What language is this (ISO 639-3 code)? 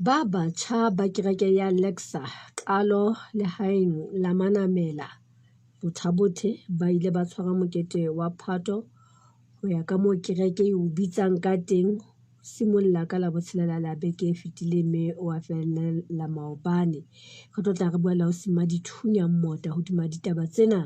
sot